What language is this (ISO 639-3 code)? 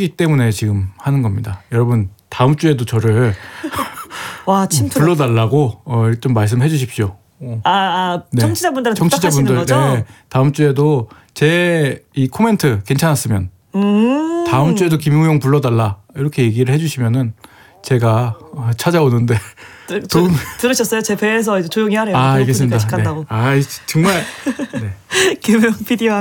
kor